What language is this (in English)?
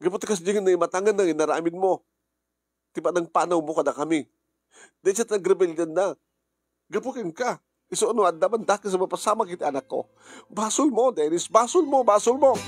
Iloko